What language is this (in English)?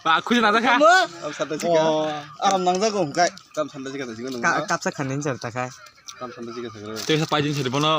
Kok Borok